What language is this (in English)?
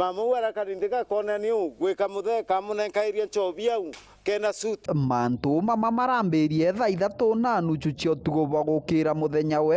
Meru